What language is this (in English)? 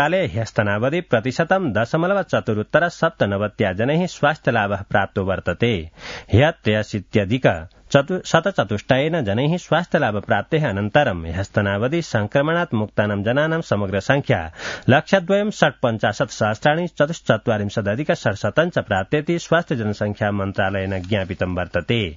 Sanskrit